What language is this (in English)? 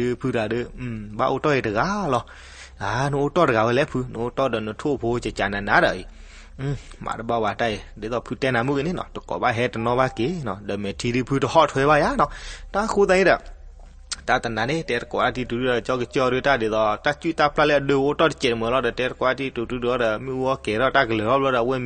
S'gaw Karen